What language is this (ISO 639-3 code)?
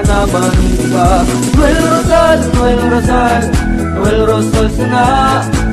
bik